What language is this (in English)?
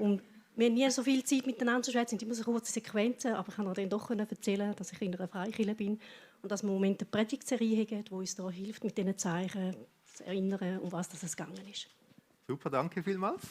Swiss German